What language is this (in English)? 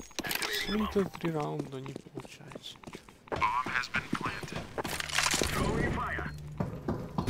Russian